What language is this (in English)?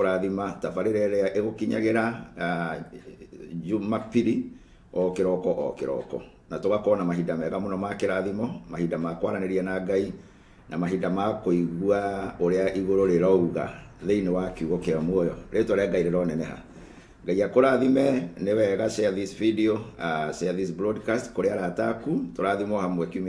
Kikuyu